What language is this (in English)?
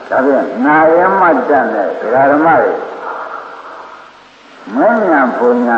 Burmese